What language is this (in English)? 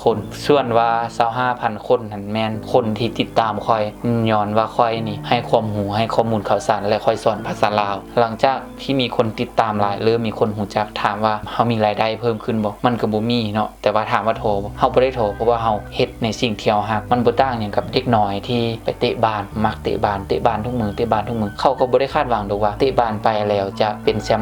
Lao